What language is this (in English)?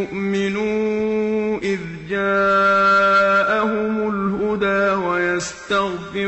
Arabic